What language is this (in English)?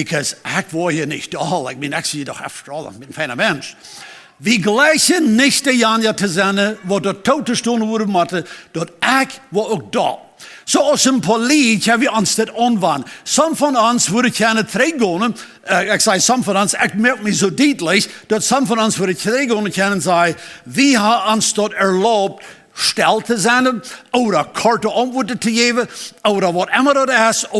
Plautdietsch